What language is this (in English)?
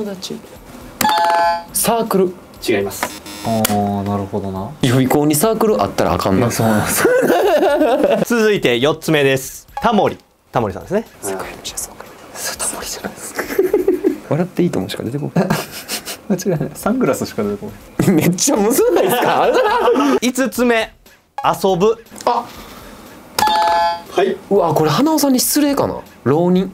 Japanese